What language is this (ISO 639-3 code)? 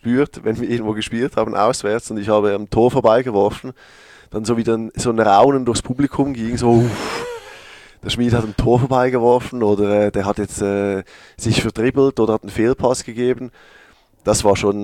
deu